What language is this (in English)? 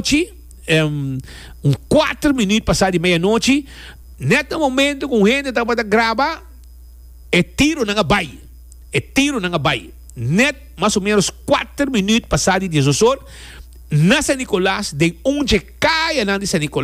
Papiamento